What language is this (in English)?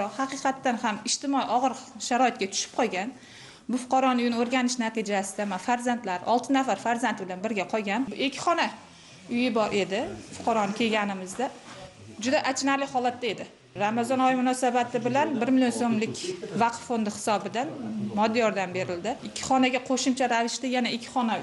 Uzbek